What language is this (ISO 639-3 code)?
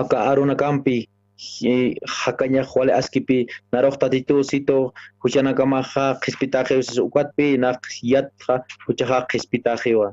aym